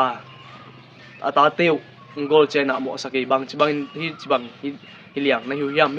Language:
Tedim Chin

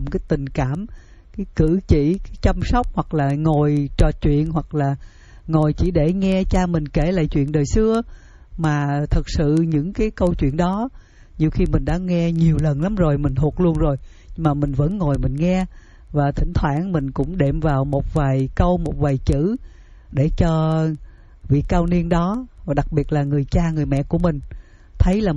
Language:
Vietnamese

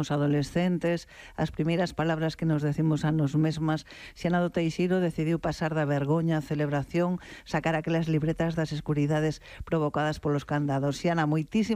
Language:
Galician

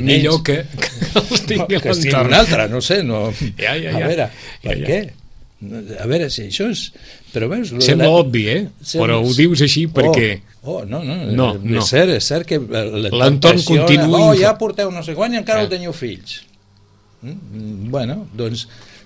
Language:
Catalan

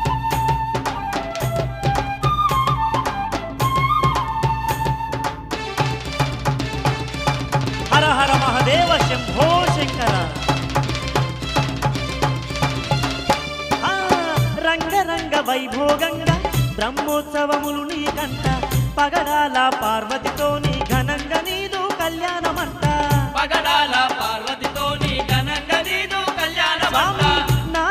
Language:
Telugu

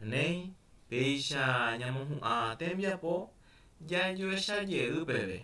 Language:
Guarani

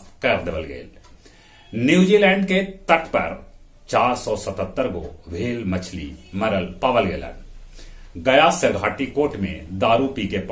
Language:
Magahi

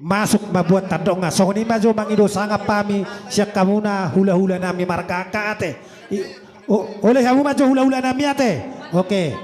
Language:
Batak Toba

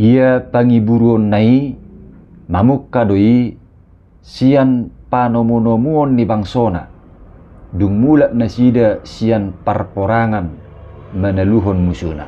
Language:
Batak Toba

